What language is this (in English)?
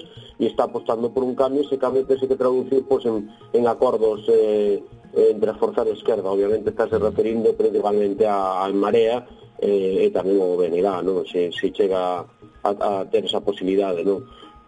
Galician